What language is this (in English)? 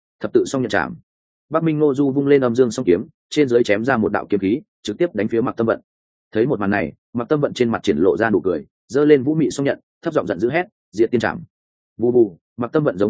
Vietnamese